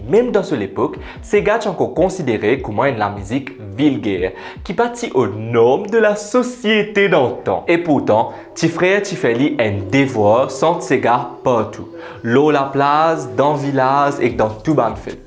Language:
Morisyen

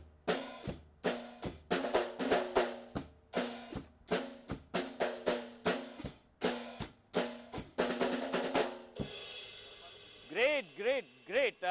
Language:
Gujarati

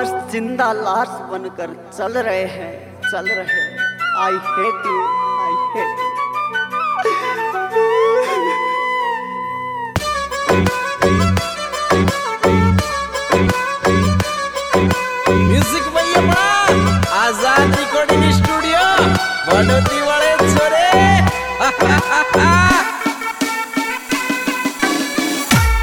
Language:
Hindi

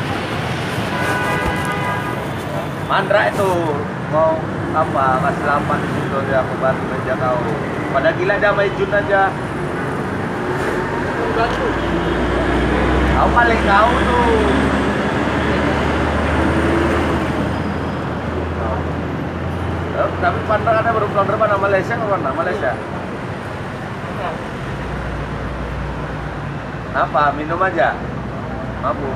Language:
Indonesian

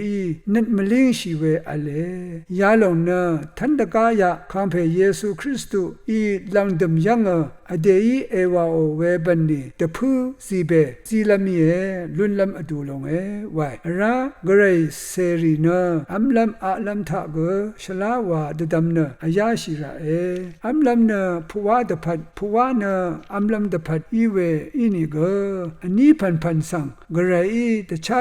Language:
Rawang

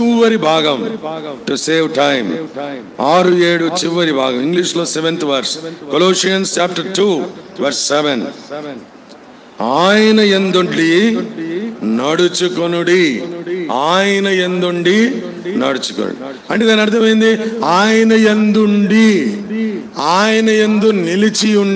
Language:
Telugu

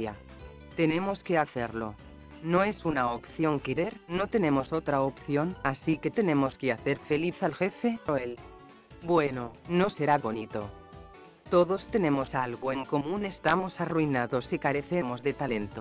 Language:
Spanish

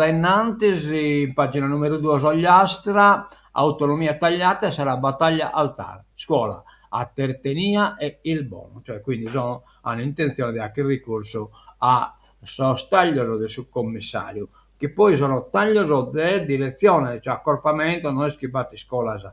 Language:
Sardinian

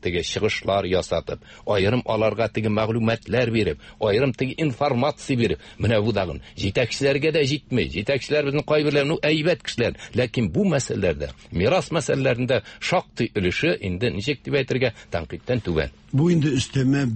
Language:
Tatar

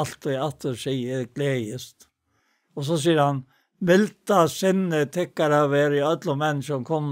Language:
Faroese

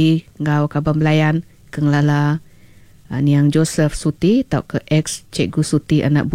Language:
Iban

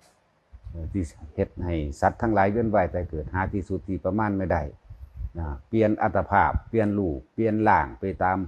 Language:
Northeastern Thai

